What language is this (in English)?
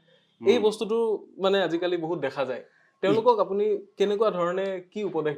Assamese